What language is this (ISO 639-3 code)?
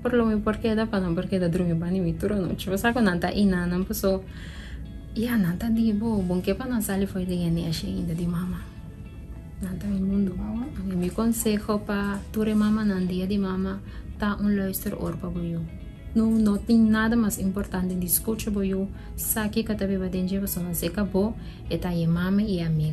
pap